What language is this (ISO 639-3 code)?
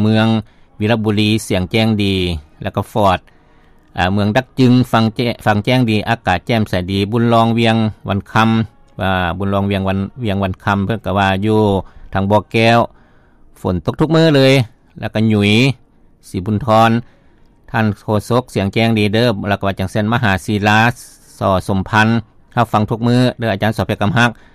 lao